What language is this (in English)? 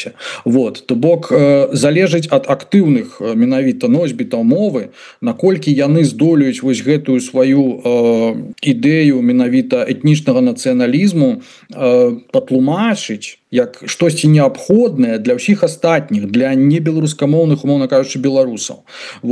Belarusian